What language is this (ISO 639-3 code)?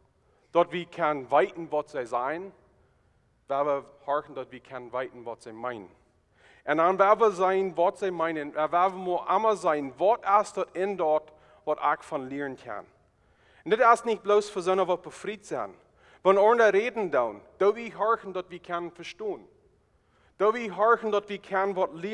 pdt